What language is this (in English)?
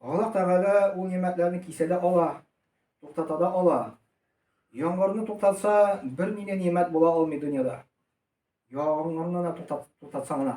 Tatar